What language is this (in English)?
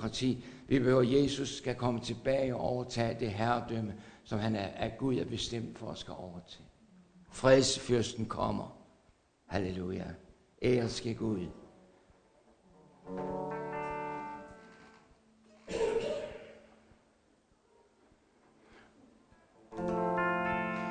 Danish